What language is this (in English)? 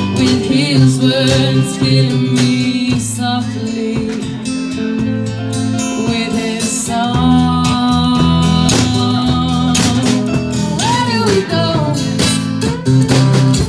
English